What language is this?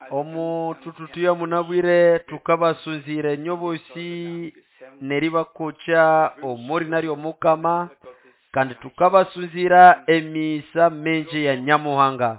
Nande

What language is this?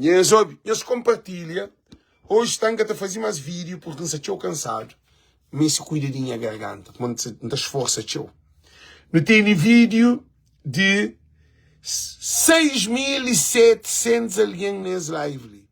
Kabuverdianu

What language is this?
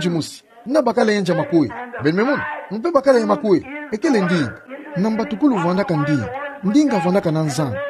Kituba (Democratic Republic of Congo)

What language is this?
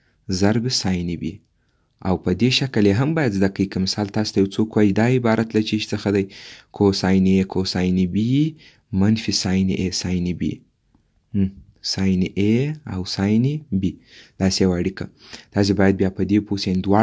Pashto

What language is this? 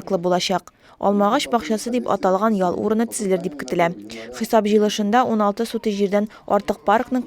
Tatar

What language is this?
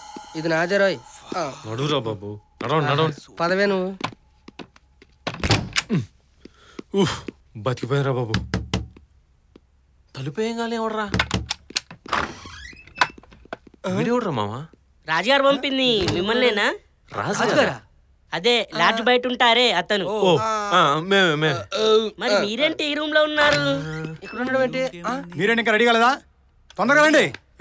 Telugu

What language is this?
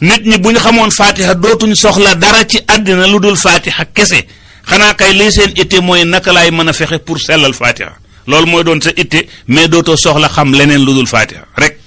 Wolof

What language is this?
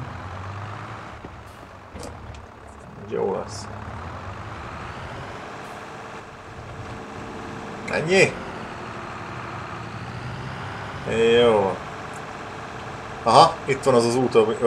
Hungarian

